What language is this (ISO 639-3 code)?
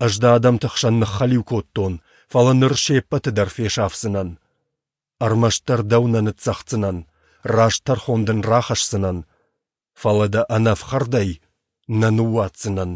oss